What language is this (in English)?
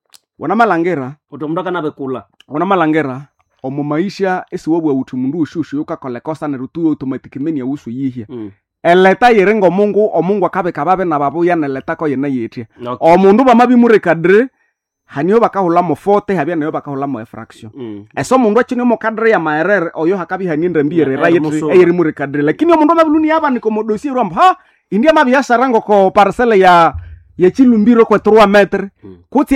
Swahili